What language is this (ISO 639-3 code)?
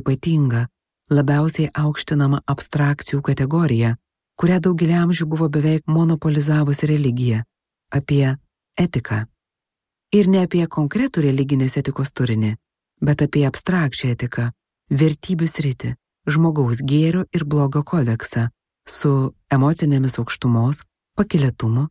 lit